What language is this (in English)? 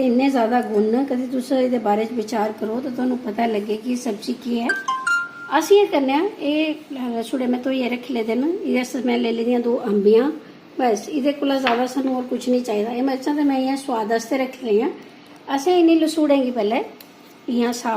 Dogri